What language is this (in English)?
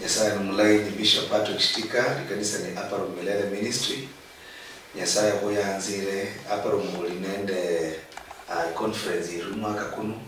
Luyia